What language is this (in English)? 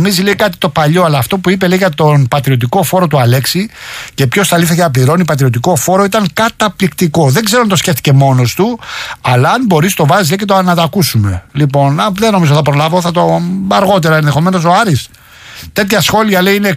Greek